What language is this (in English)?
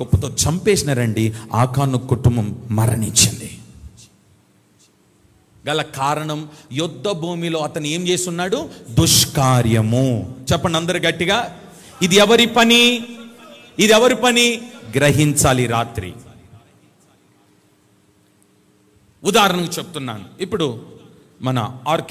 Telugu